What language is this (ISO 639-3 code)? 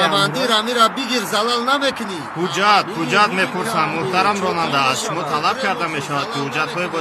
tgk